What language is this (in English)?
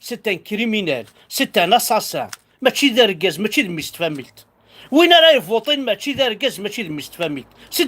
Kabyle